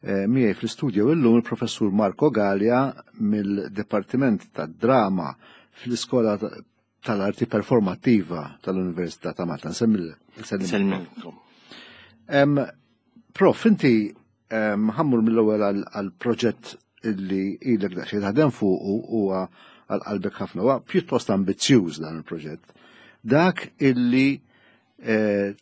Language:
Maltese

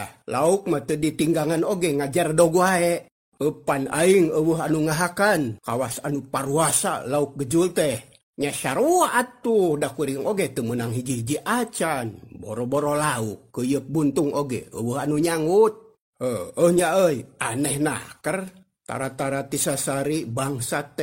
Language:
Sundanese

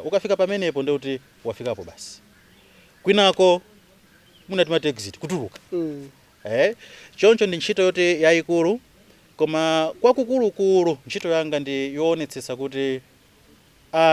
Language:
Nyanja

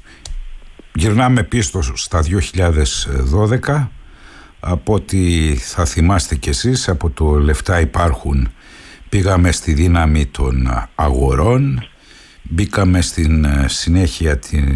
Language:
Greek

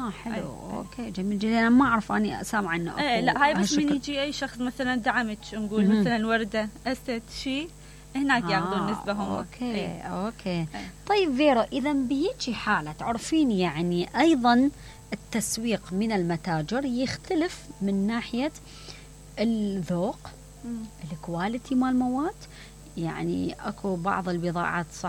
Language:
Mesopotamian Arabic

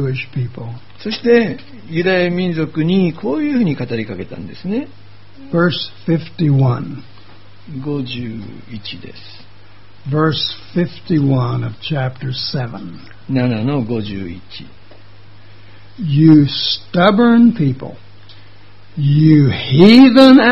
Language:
Japanese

